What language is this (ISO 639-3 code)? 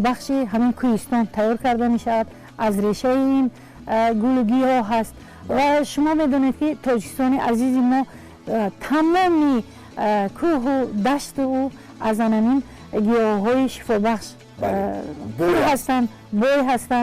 tgk